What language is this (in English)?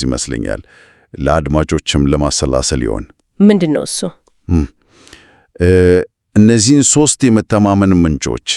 Amharic